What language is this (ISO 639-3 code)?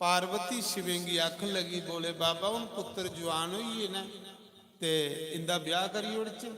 doi